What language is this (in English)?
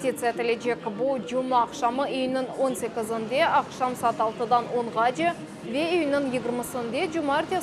Crimean Tatar